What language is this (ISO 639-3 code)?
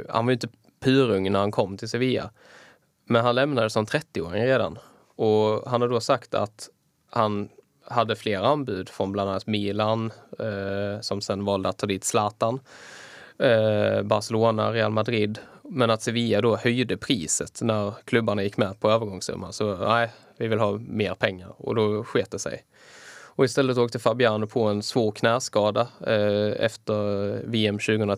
swe